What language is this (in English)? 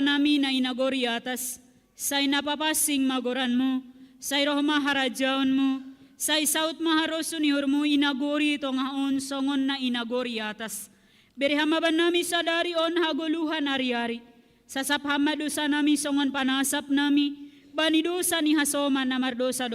Batak Simalungun